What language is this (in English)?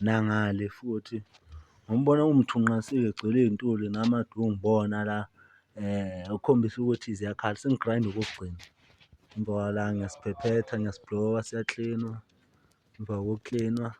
Zulu